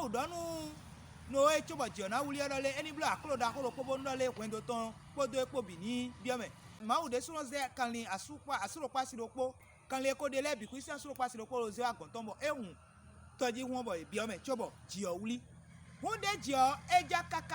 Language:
Fon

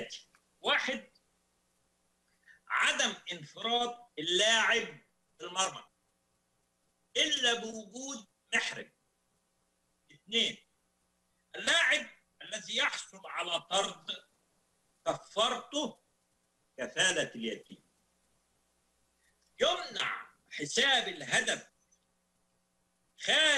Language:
Egyptian Arabic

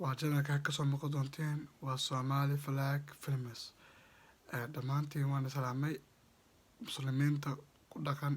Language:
Somali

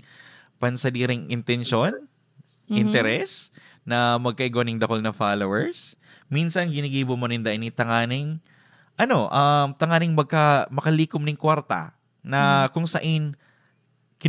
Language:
Bikol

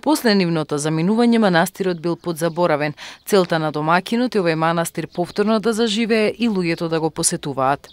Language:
Macedonian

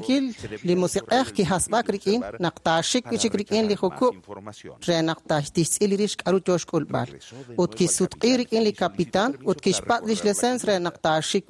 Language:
Kekchí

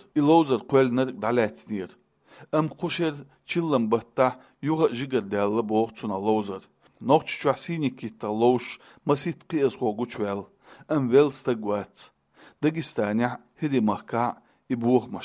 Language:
Chechen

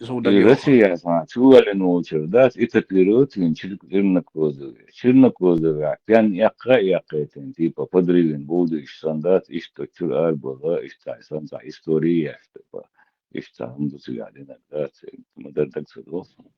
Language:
Chechen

